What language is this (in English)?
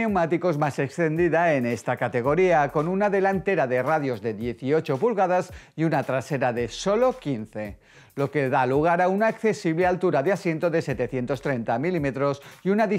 Spanish